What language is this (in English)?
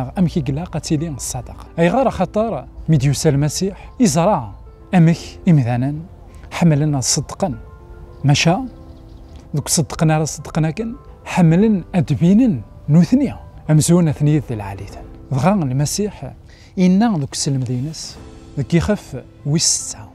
Kabyle